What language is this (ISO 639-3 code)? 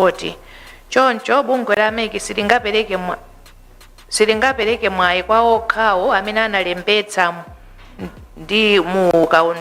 nya